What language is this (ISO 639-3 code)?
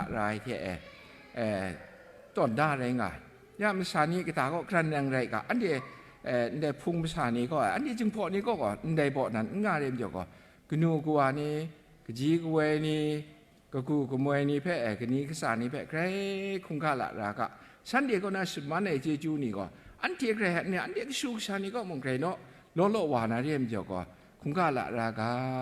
kac